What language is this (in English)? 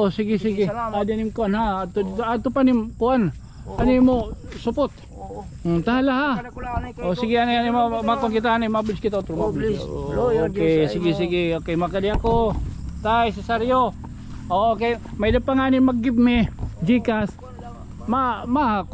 Waray